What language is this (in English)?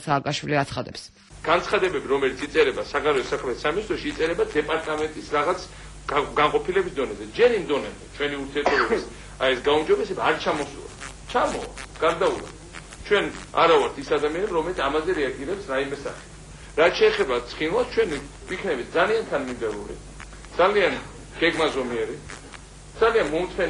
Georgian